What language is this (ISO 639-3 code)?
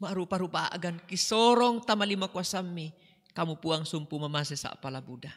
sda